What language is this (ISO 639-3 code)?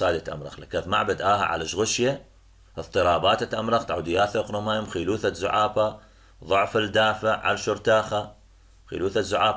ara